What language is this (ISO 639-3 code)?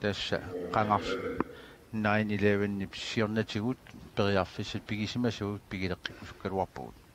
kal